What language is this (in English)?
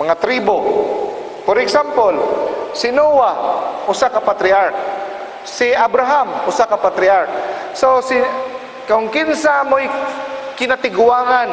Cebuano